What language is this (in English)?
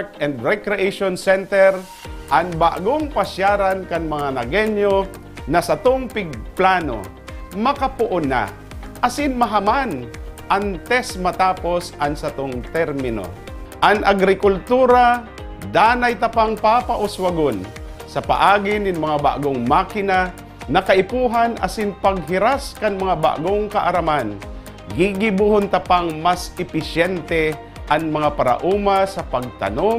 Bikol